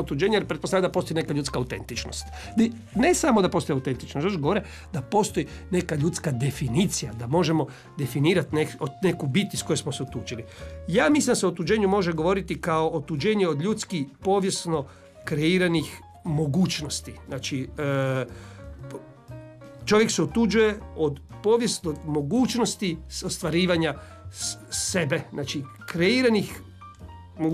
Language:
Croatian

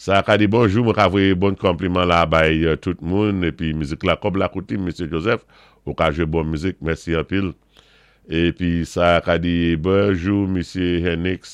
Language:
Saint Lucian Creole French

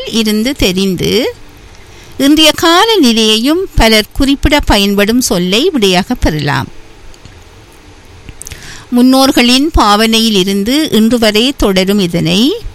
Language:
Tamil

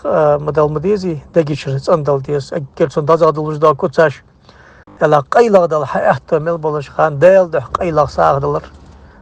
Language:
Ingush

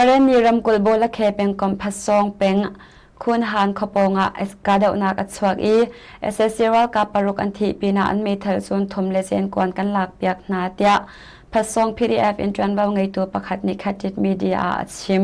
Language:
Hakha Chin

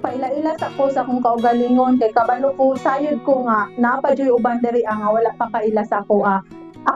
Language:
Cebuano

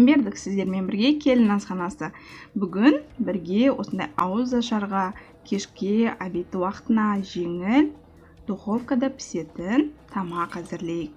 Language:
Kazakh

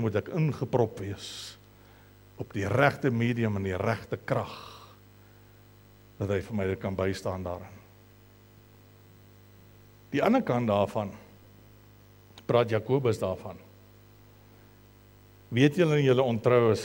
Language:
Afrikaans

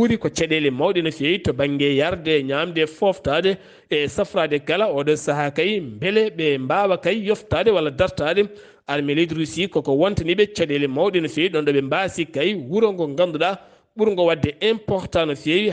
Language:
Fula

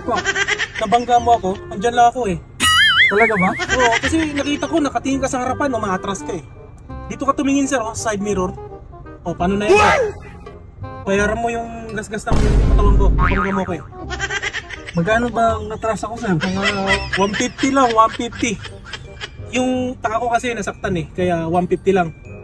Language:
Filipino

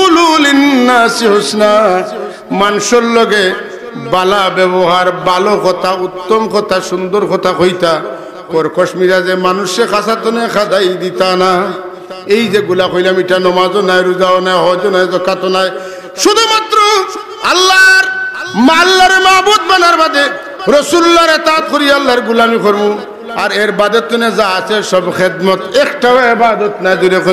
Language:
Sylheti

